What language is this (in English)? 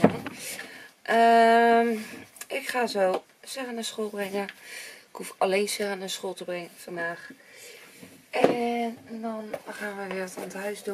Dutch